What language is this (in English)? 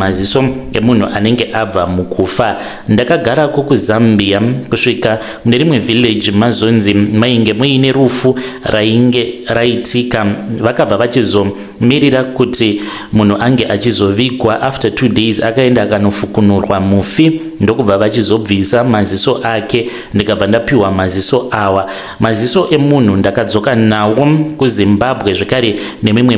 Shona